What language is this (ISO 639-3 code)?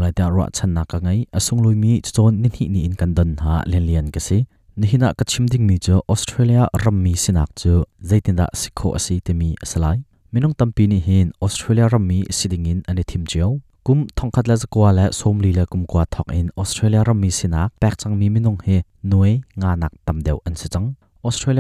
cnh